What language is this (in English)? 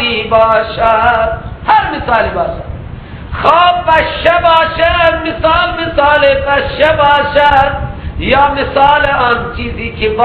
Persian